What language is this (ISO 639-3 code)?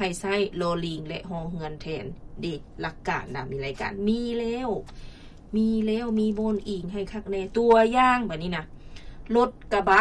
lao